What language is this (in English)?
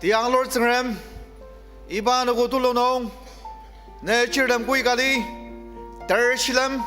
Ao Naga